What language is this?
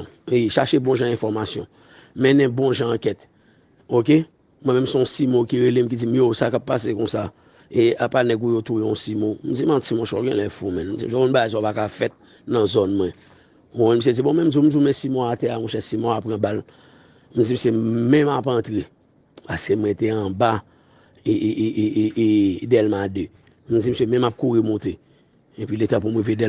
Haitian Creole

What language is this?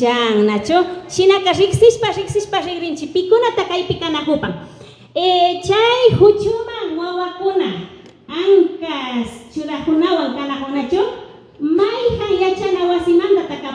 Imbabura Highland Quichua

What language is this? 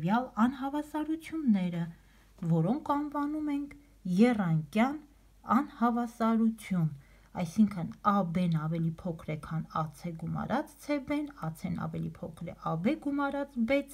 Armenian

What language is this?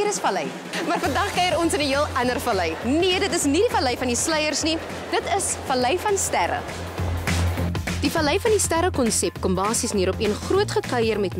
Afrikaans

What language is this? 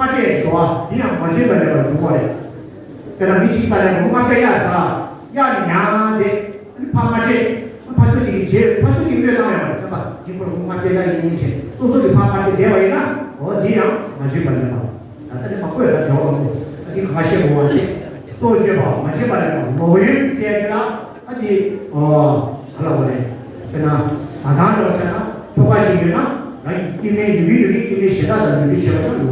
Tibetan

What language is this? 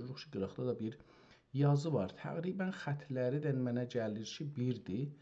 South Azerbaijani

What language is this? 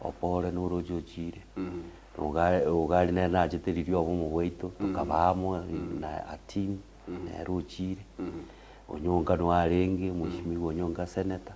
Gusii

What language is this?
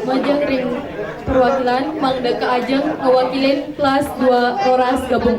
Balinese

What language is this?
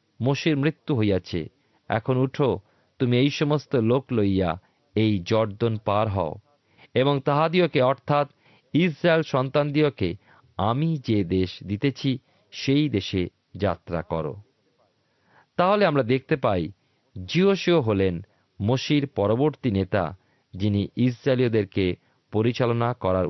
Bangla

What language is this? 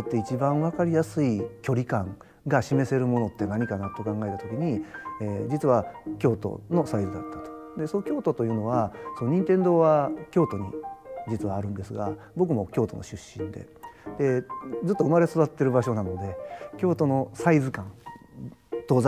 Japanese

